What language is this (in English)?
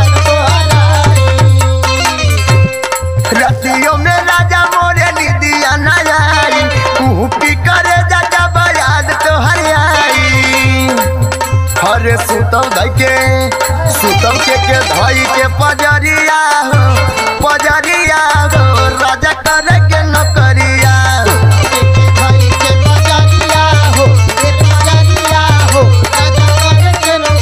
Bhojpuri